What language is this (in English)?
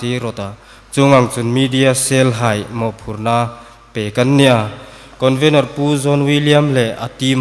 Hmar